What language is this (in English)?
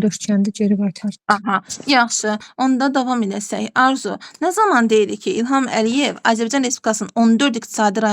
Azerbaijani